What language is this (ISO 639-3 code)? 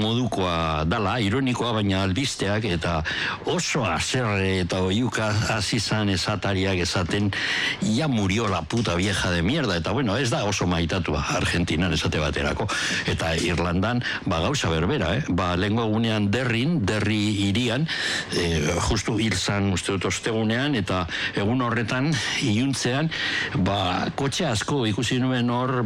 eus